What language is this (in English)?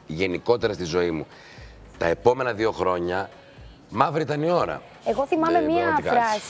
Greek